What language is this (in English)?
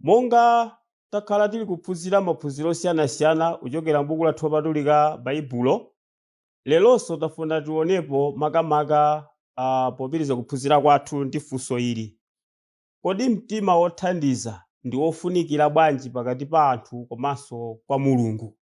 Nyanja